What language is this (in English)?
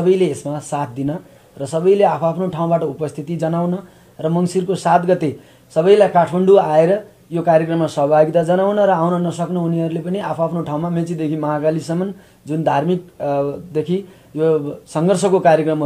Nepali